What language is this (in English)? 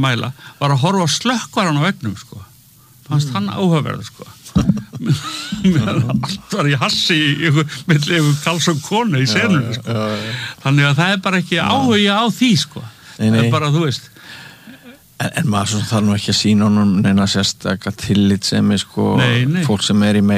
Icelandic